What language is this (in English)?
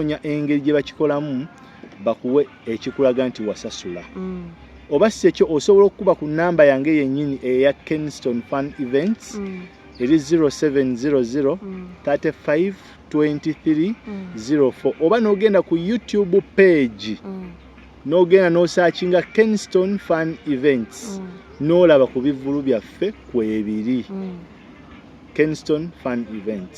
Ganda